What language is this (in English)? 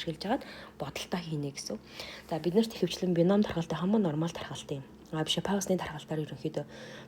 Mongolian